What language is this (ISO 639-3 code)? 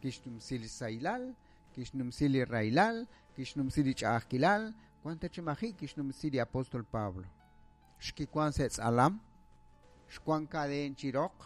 kek